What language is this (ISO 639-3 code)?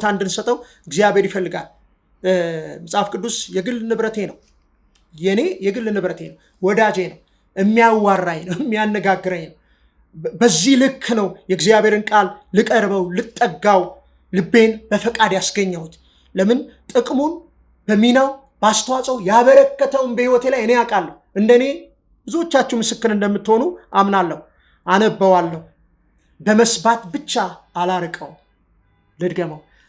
amh